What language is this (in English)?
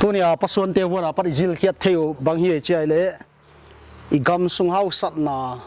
Paite Chin